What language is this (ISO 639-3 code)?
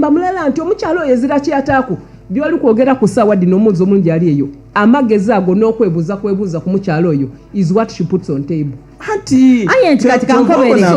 xog